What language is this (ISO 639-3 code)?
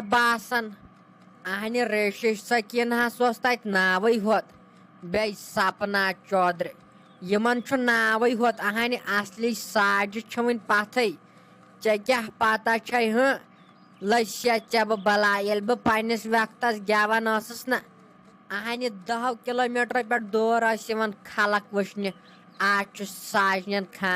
kas